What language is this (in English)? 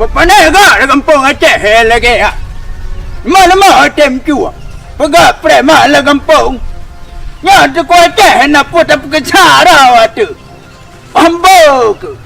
Achinese